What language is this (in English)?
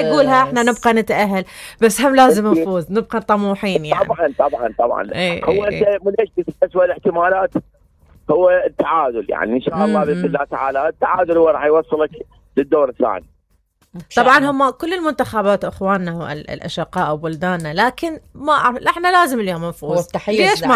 Mesopotamian Arabic